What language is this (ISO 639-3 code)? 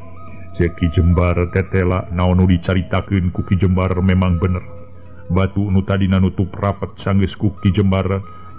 sun